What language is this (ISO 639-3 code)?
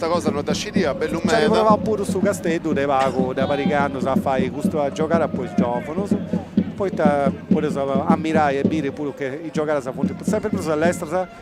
srd